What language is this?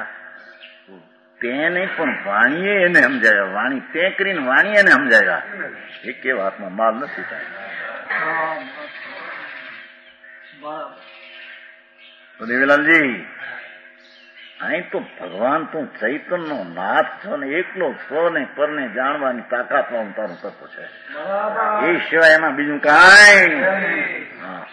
Gujarati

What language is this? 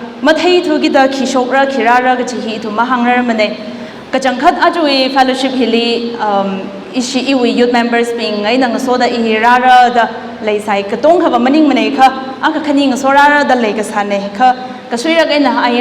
Tangkhul Naga (India)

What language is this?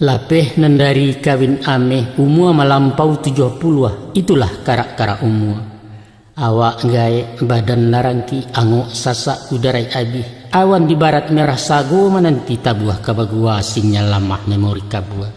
Minangkabau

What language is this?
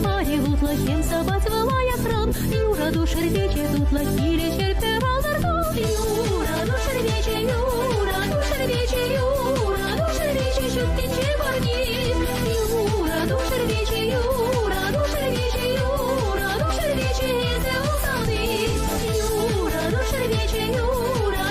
Chuvash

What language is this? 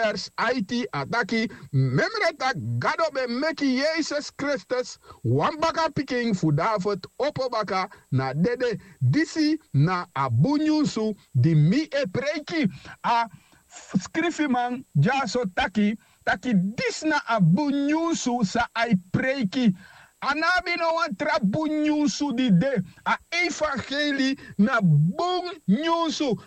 Sranan Tongo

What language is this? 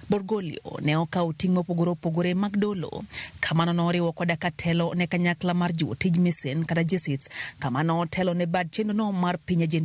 Luo (Kenya and Tanzania)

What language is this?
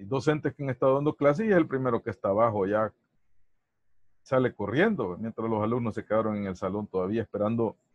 Spanish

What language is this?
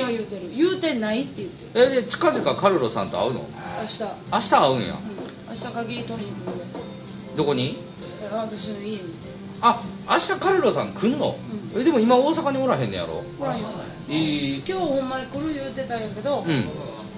Japanese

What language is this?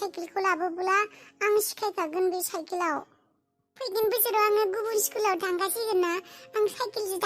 Bodo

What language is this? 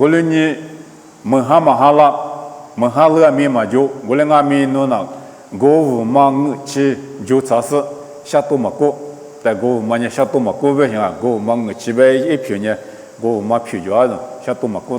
Lisu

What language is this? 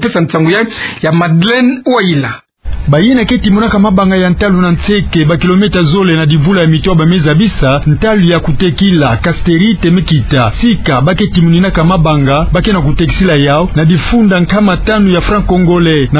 Kituba (Democratic Republic of Congo)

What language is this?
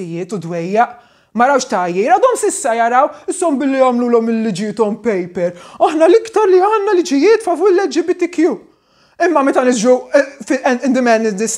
Maltese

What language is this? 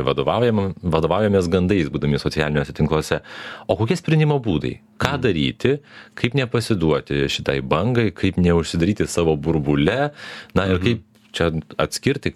Lithuanian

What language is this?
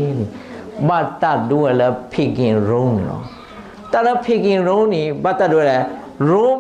S'gaw Karen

